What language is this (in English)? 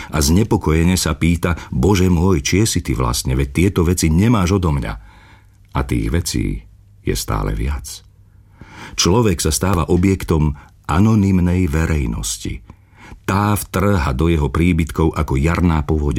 Slovak